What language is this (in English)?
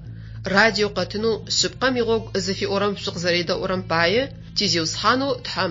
Adyghe